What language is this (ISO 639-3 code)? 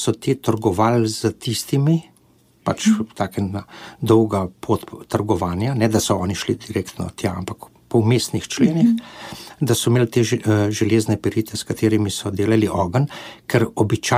slv